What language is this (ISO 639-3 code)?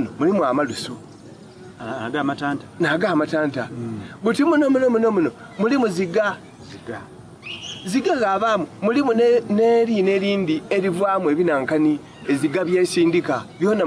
xog